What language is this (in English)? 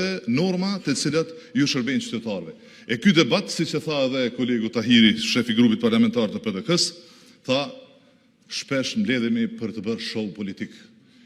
Albanian